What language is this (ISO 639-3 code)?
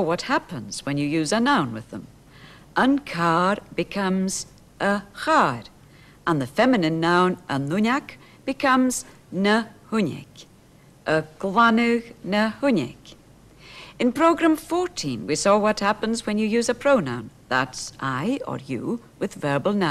gla